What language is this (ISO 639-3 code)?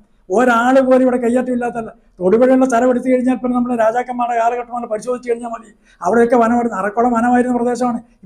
mal